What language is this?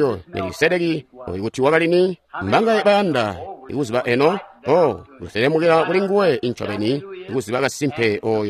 Tonga (Zambia)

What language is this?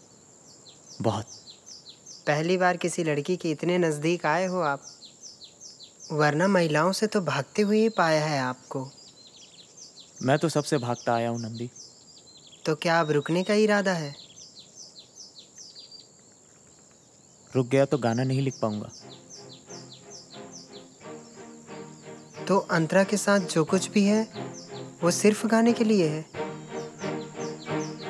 Hindi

